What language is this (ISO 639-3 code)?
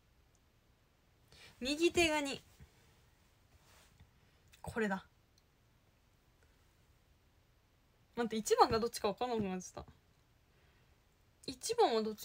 jpn